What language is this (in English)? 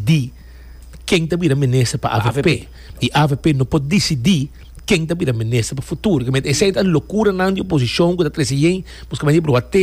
Papiamento